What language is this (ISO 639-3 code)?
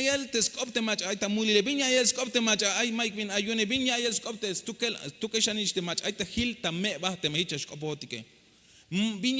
tzh